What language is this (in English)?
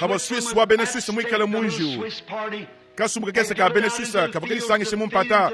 Luba-Lulua